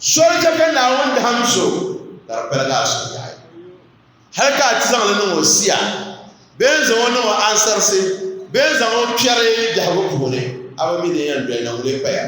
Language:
Dagbani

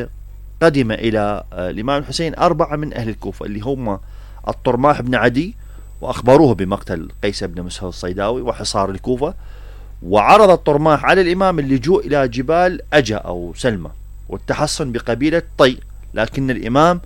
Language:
Mesopotamian Arabic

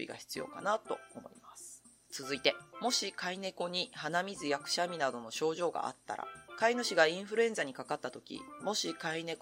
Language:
Japanese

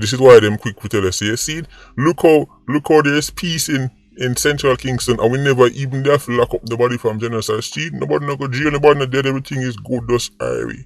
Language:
Jamaican Creole English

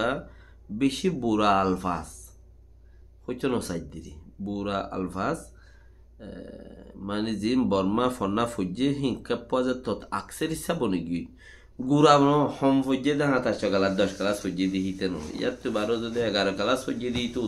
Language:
Rohingya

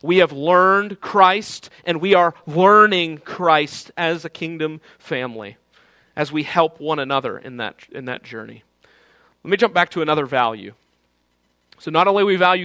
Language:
English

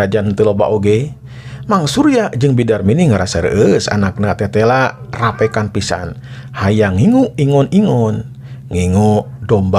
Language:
Sundanese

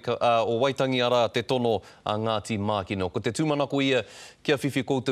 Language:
Māori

